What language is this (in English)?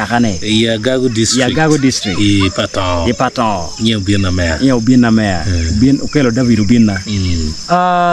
Acoli